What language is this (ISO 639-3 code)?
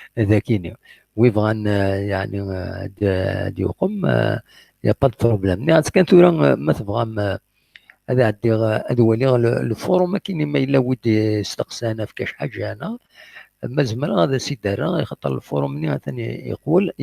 kab